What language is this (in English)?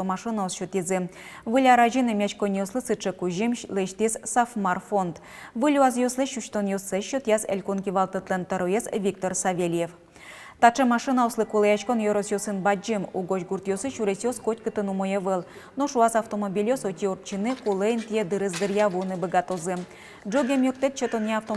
Udmurt